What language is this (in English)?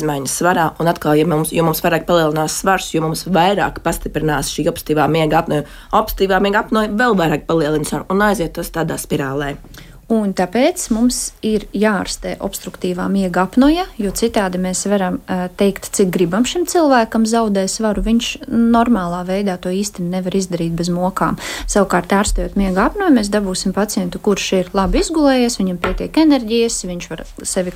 Latvian